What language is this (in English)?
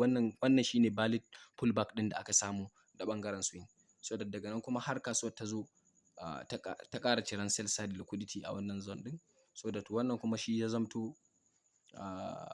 Hausa